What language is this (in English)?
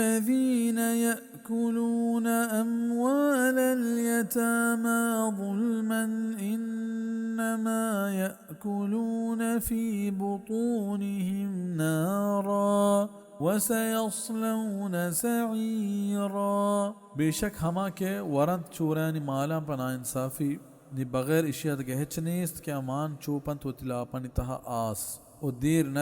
Baluchi